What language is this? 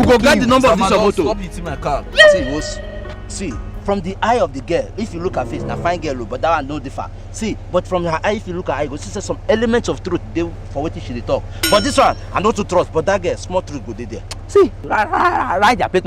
Nigerian Pidgin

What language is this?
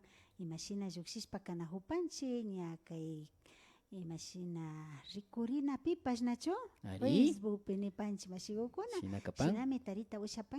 Imbabura Highland Quichua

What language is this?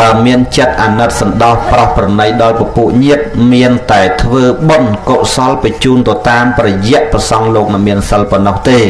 Khmer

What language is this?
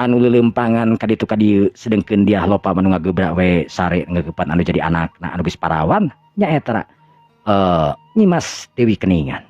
Sundanese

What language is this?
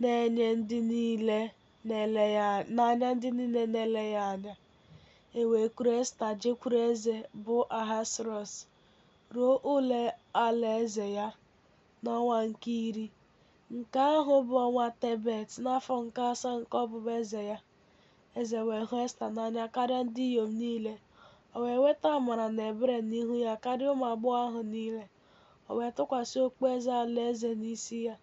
Igbo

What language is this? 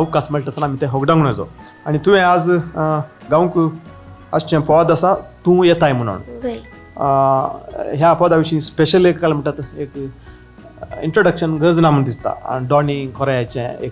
Konkani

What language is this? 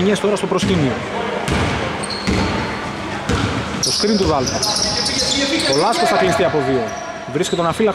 Greek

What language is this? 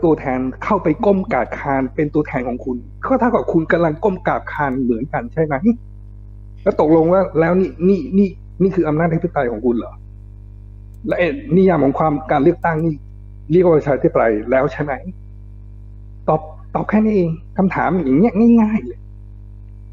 Thai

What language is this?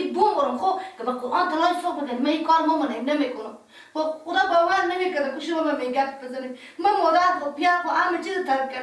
Persian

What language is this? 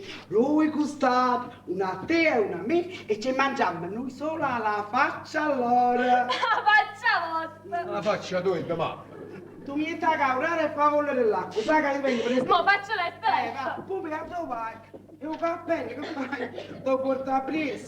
Neapolitan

